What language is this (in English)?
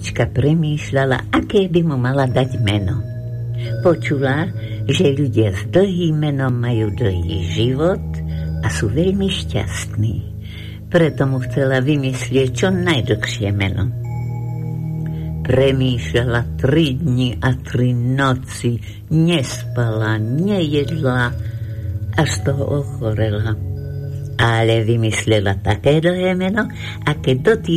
Slovak